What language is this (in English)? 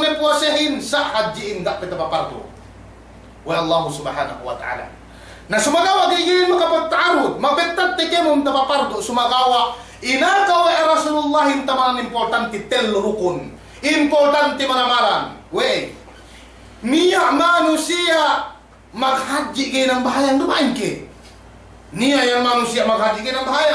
Yakan